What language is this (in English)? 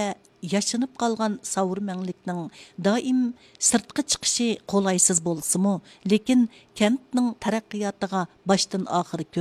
Uyghur